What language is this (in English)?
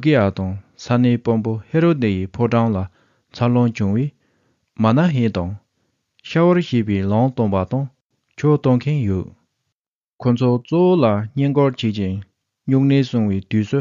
Tibetan